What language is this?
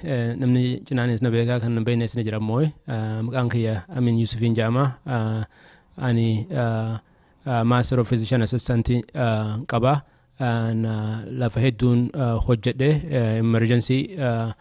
Oromo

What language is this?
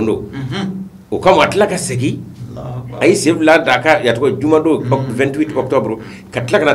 Bambara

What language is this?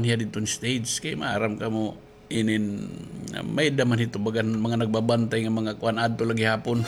Waray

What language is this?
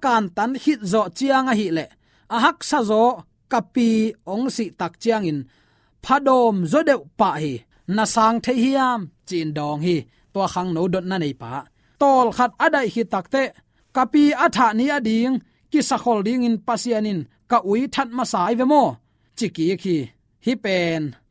Tedim Chin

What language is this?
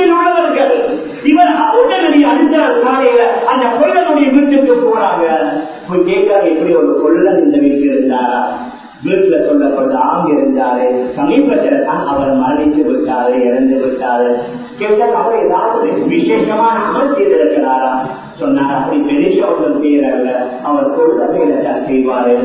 Tamil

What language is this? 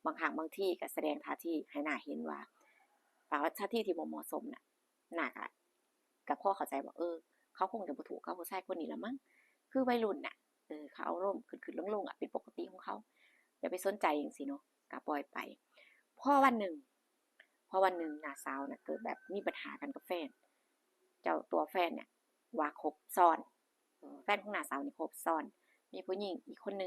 Northeastern Thai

